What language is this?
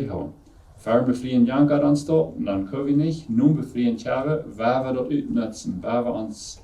Plautdietsch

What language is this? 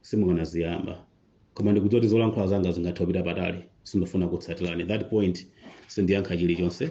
Nyanja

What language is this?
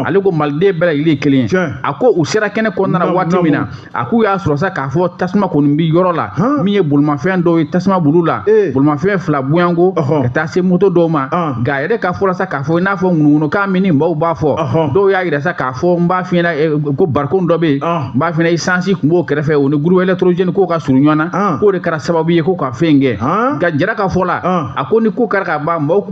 Bambara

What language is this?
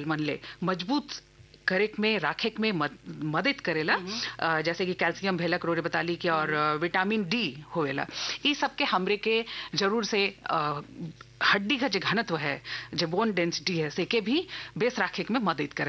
Bhojpuri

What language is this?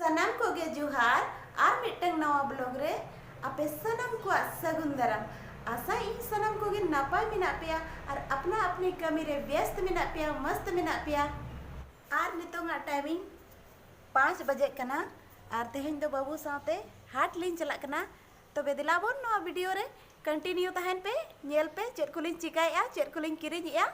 Santali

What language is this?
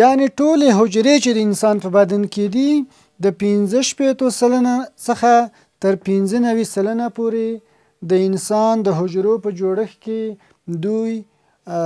Pashto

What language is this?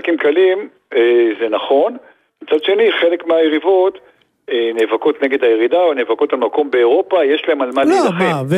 Hebrew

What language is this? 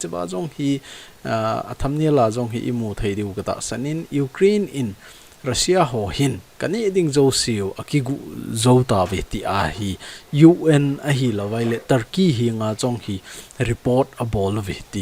Thado Chin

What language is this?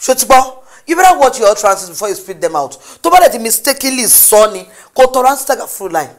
Yoruba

